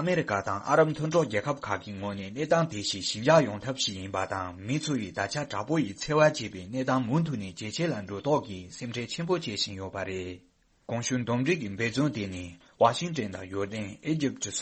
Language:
Tibetan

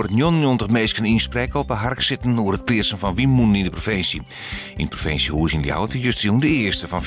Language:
Western Frisian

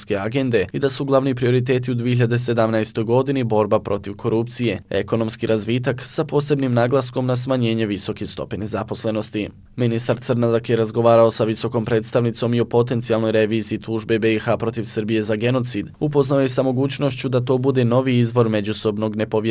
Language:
Bosnian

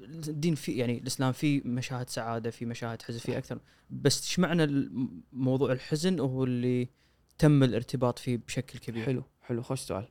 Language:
Gulf Arabic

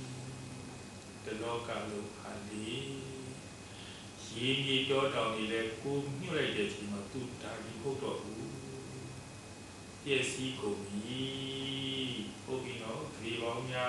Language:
Burmese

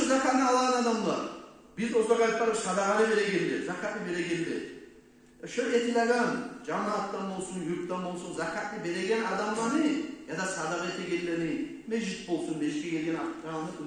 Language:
Kumyk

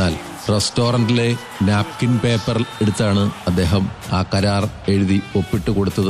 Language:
Malayalam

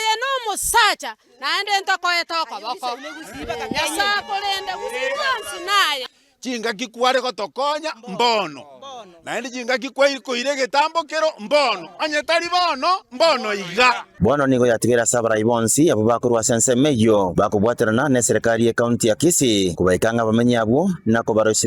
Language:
Gusii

